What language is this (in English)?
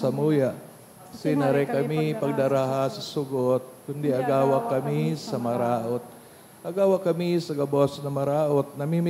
Bikol